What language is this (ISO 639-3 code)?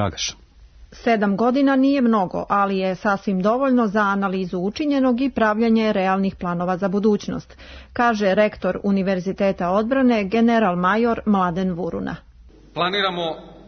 srp